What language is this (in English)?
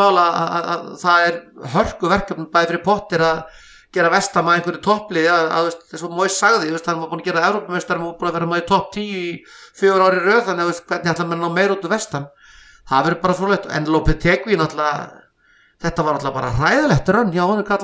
Icelandic